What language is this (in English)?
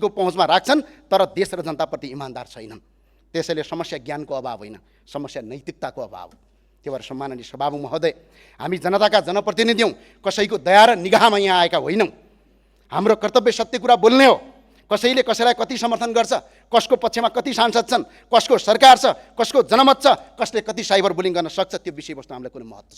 Nepali